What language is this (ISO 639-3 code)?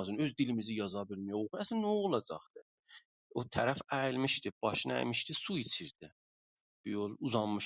azb